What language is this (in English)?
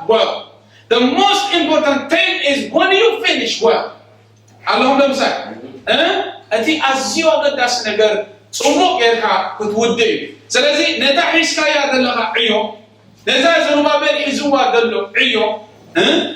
Tigrinya